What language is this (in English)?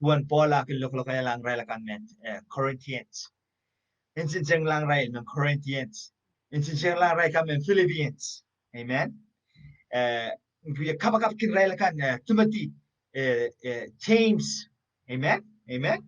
Pohnpeian